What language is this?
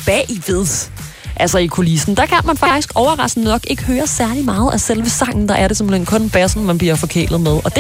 Danish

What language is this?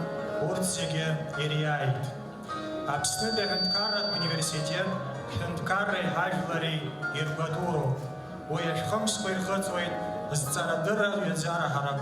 Abkhazian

